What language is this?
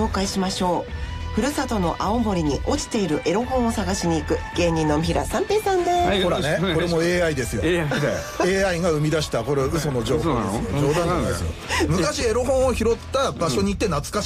Japanese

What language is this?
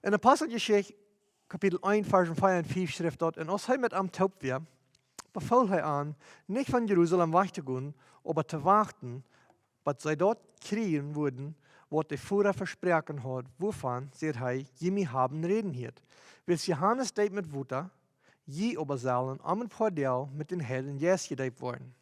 Plautdietsch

